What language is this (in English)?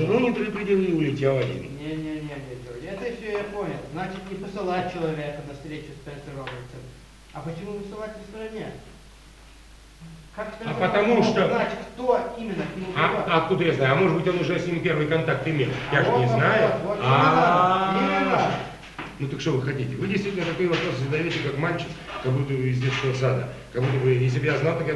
Russian